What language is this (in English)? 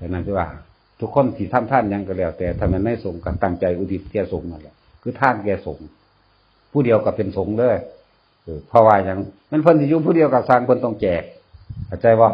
Northeastern Thai